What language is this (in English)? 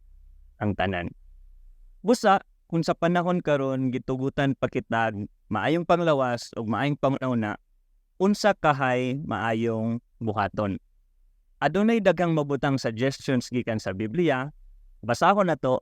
Cebuano